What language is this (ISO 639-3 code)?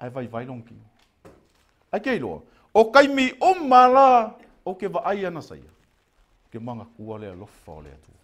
smo